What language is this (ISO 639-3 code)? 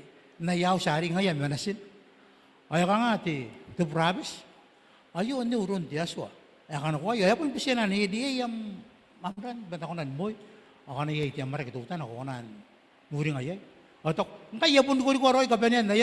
gil